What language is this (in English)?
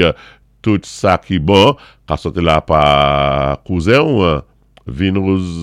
Saint Lucian Creole French